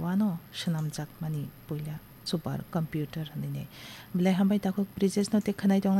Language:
Kok Borok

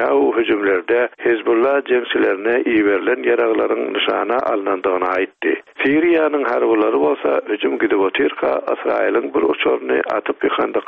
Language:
Turkmen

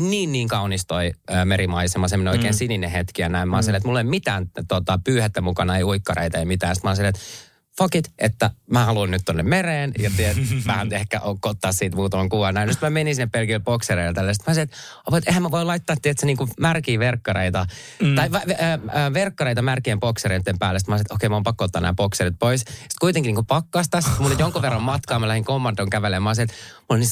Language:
Finnish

